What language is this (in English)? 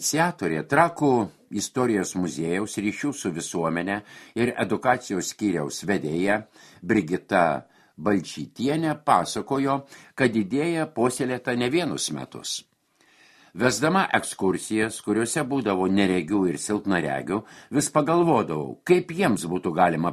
Lithuanian